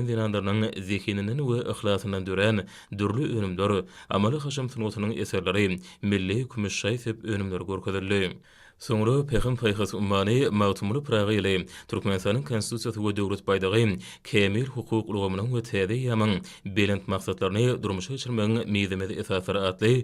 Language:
Turkmen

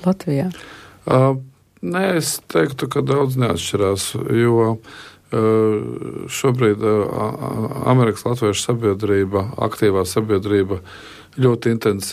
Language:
Latvian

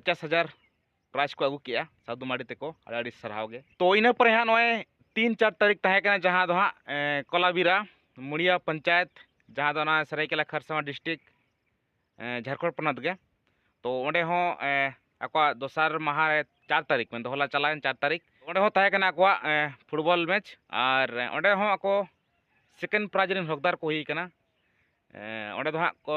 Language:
Santali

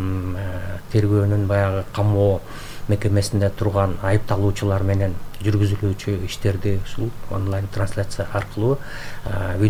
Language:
Kyrgyz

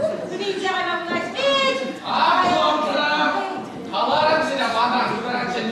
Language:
Chuvash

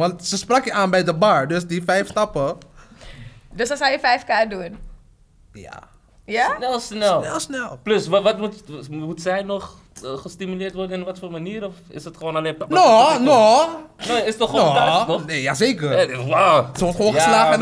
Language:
Dutch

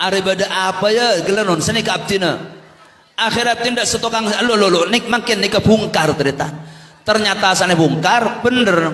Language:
Madurese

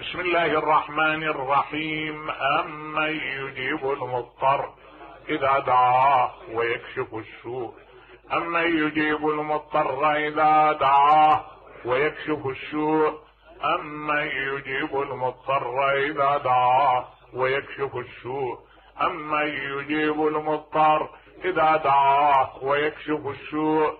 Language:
Mesopotamian Arabic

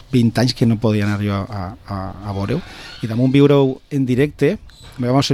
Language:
Catalan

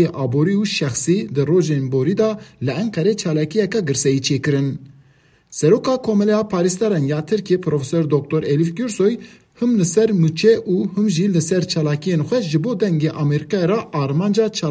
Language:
Kurdish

